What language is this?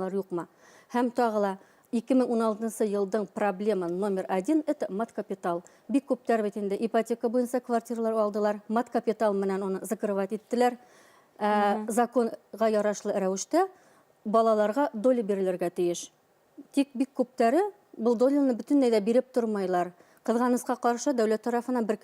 Bashkir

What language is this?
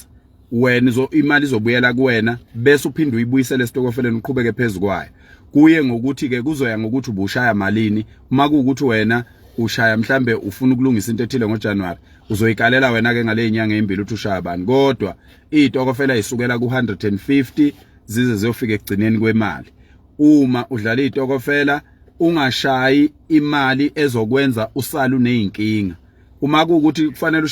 Zulu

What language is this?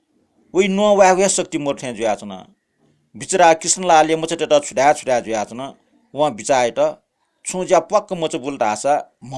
Newari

